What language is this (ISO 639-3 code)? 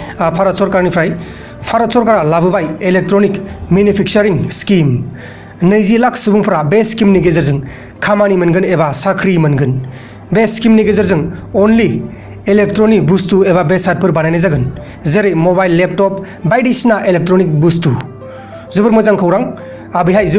brx